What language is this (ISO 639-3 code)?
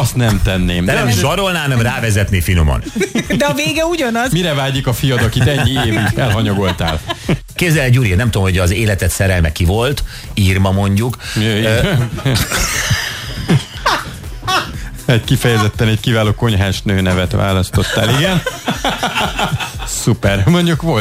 hun